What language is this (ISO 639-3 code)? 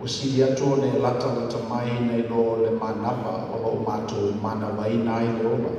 smo